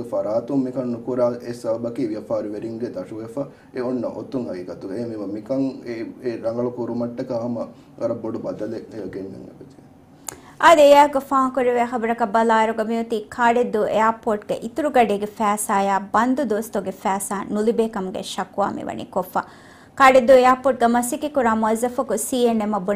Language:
Divehi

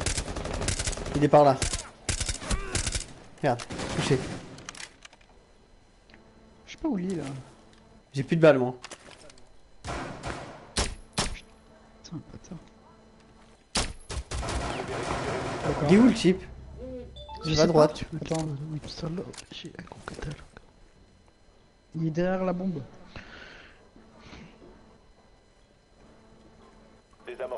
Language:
French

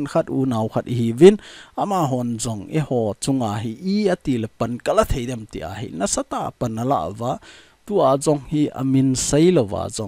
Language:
Thado Chin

